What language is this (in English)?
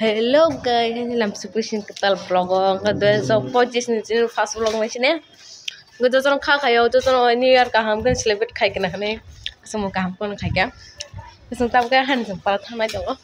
Kok Borok